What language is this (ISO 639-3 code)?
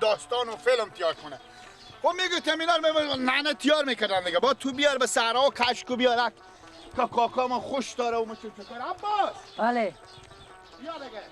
fas